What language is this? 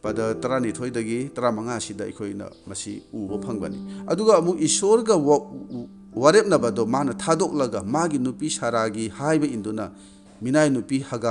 Manipuri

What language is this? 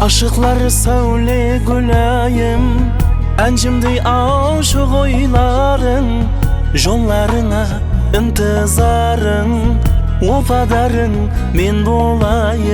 Kara-Kalpak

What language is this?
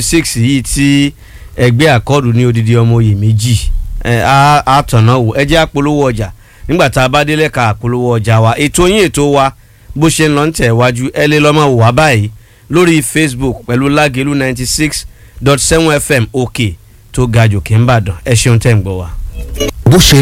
Yoruba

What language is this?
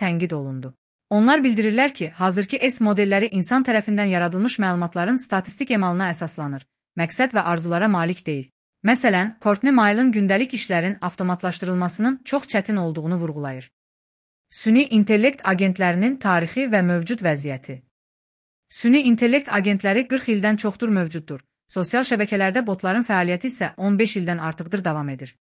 Azerbaijani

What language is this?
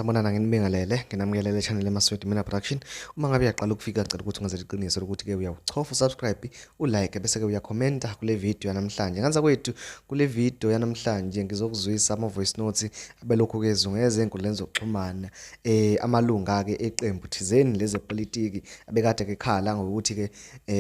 Zulu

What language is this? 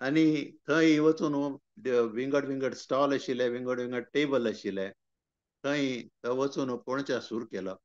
Konkani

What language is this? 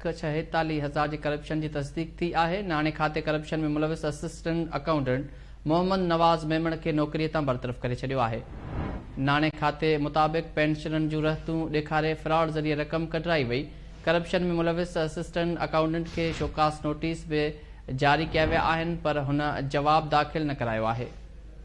Sindhi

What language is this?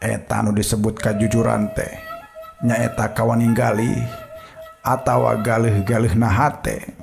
Sundanese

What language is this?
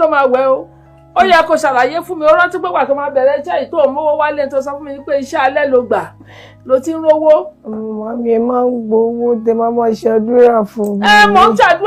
Yoruba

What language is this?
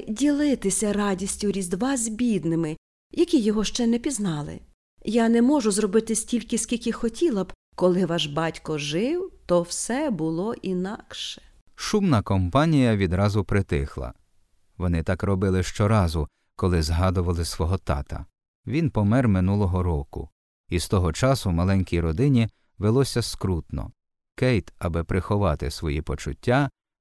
Ukrainian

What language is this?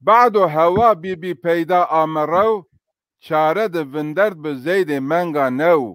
Zaza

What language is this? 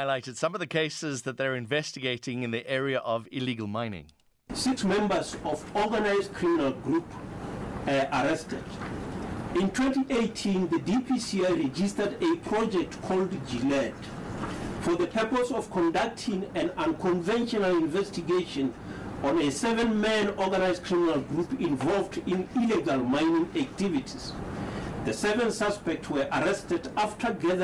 English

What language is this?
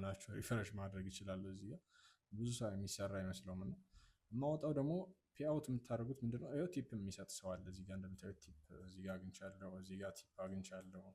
Amharic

